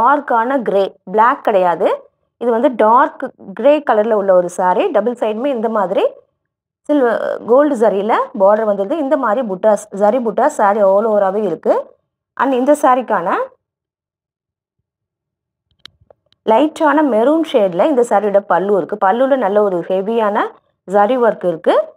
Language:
Tamil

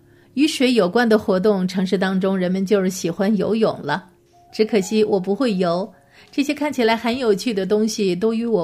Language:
Chinese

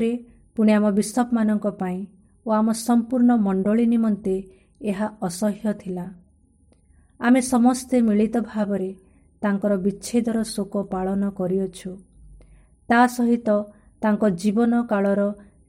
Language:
Odia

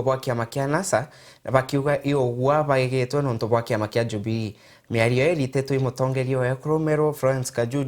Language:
Meru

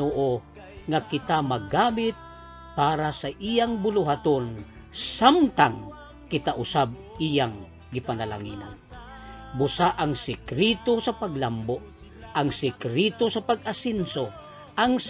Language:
Cebuano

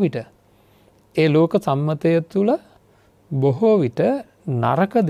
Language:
Sinhala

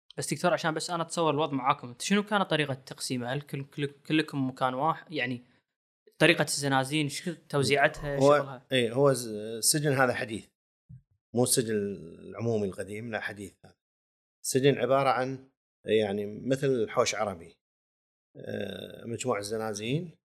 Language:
Gulf Arabic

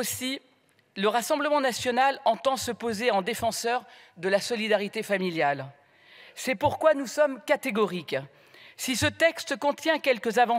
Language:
French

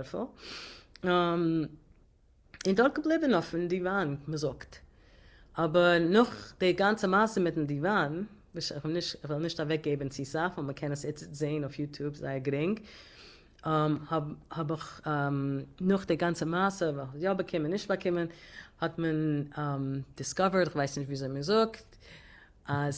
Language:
Yiddish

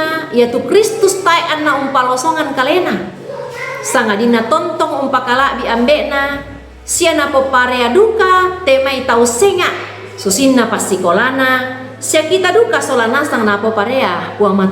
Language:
Toraja-Sa'dan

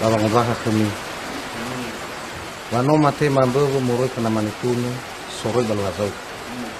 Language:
Nias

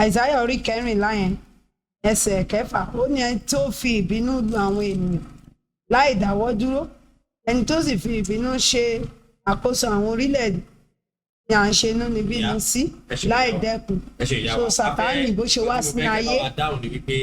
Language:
Yoruba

